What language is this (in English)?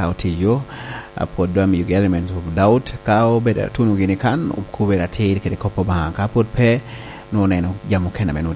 Lango (Uganda)